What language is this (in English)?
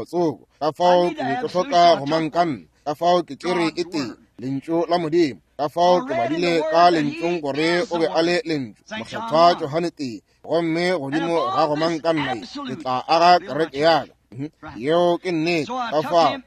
Northern Sotho